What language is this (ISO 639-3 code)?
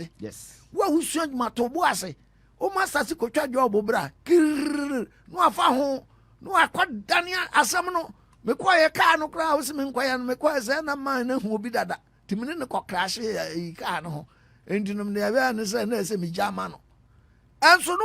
aka